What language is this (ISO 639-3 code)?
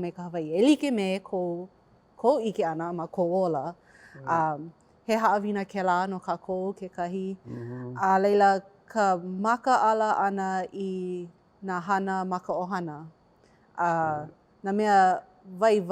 haw